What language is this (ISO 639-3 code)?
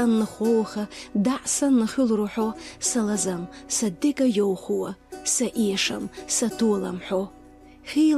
che